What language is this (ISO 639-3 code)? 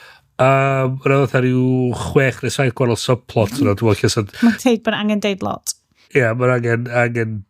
cym